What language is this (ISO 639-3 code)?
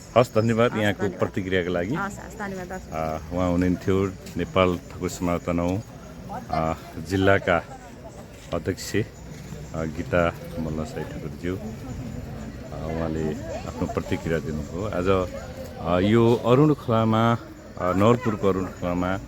nep